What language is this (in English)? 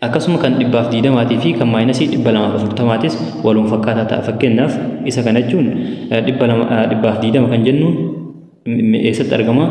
Oromo